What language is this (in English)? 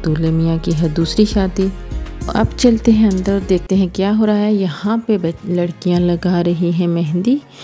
Hindi